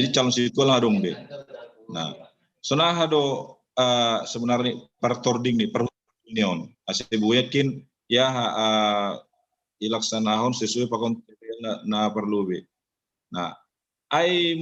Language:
Batak Simalungun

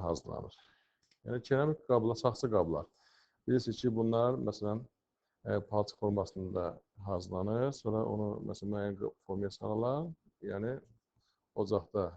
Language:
Azerbaijani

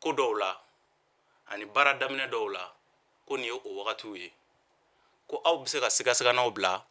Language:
Bambara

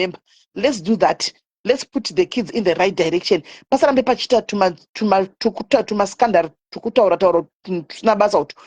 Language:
Shona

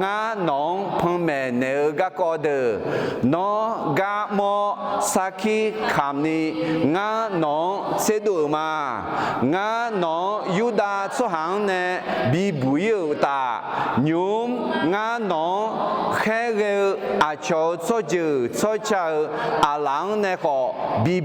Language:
Akha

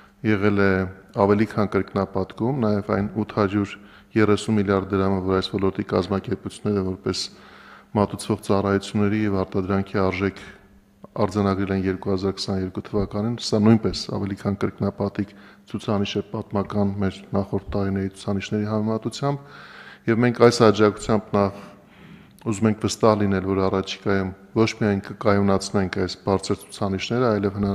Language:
Armenian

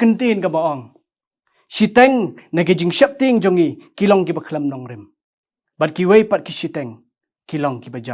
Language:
Khasi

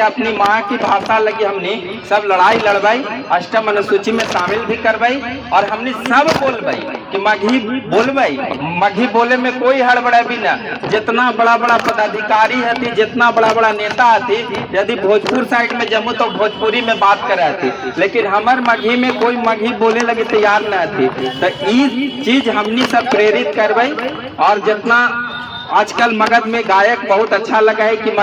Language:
Magahi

